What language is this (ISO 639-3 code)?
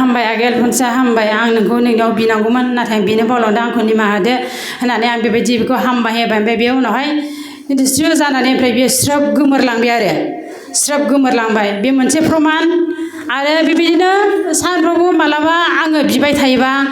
brx